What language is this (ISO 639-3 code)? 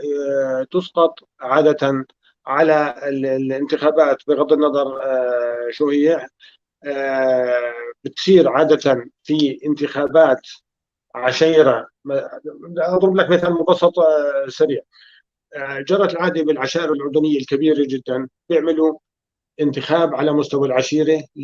apc